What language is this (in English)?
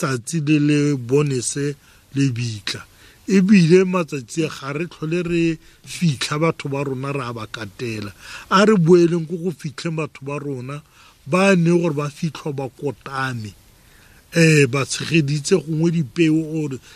Tswana